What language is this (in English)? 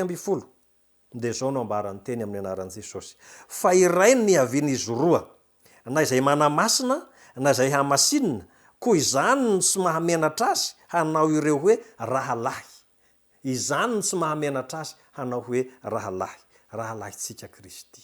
Malagasy